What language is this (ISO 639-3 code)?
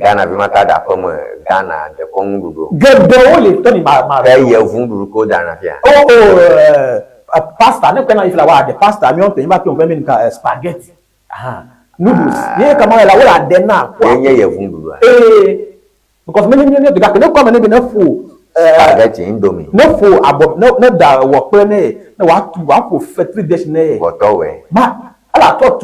ewe